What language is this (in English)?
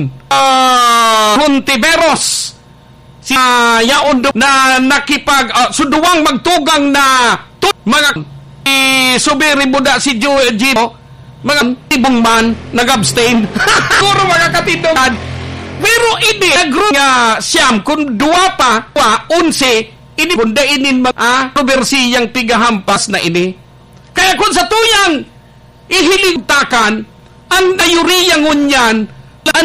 Bikol